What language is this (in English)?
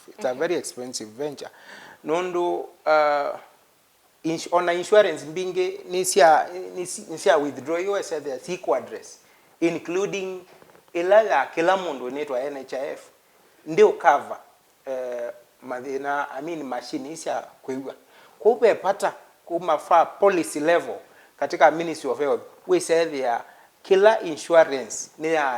Kamba